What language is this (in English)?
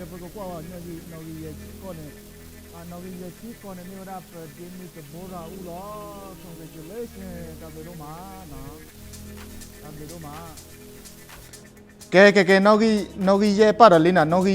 S'gaw Karen